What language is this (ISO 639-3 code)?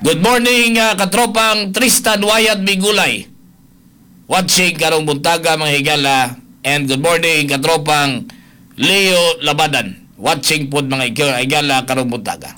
ceb